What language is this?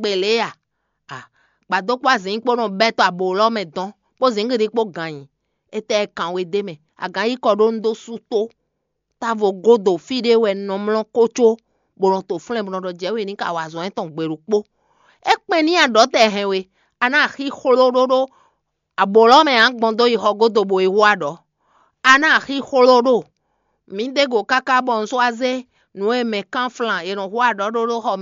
Fon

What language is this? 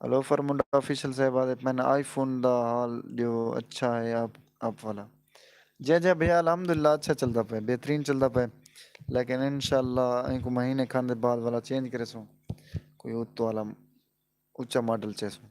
Saraiki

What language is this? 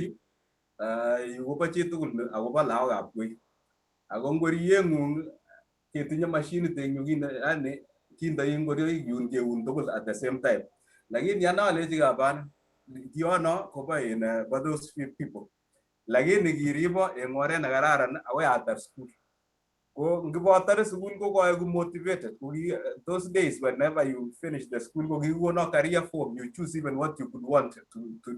Kalenjin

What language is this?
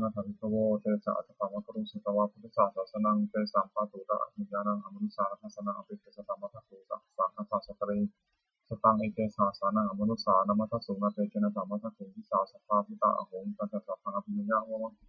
Pali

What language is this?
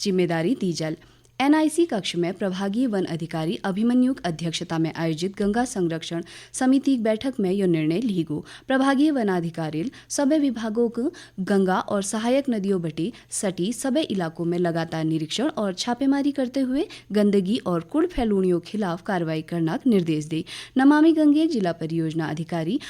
Garhwali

